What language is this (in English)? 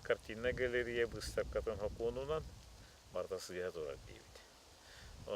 Yakut